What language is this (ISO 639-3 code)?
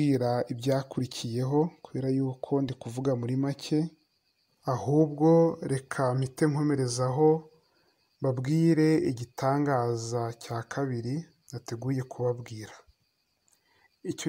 kin